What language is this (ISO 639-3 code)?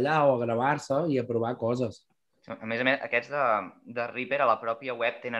cat